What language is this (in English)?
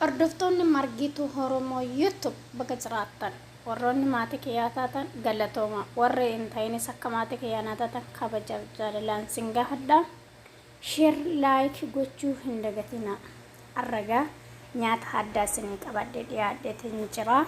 Oromo